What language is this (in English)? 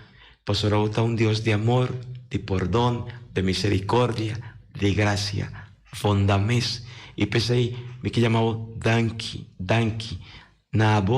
Papiamento